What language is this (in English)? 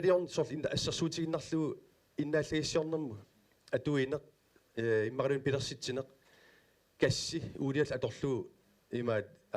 Kalaallisut